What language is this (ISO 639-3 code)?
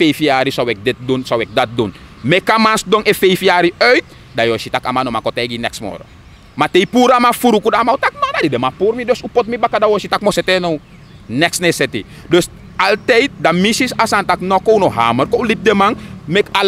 srn